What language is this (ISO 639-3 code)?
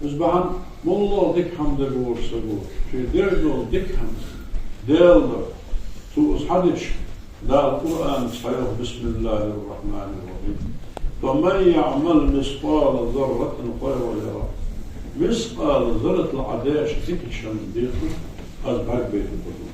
inh